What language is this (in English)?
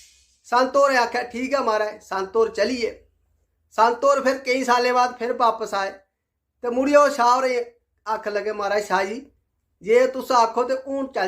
Dogri